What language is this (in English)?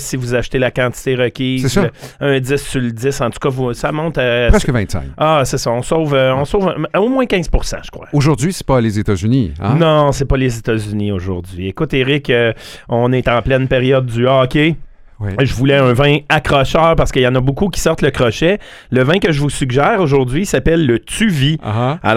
French